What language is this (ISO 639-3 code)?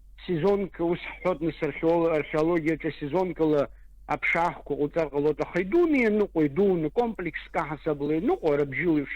abk